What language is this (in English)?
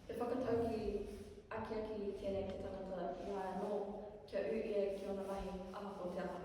Māori